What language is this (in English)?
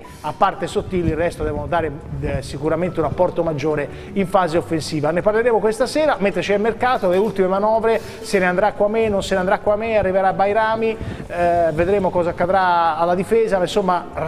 Italian